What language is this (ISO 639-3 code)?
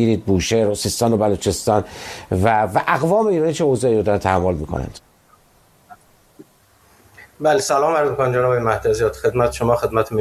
fas